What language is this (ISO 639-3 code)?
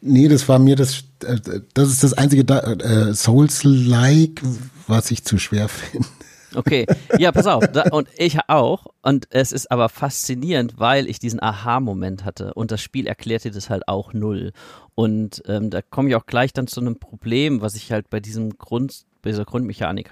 deu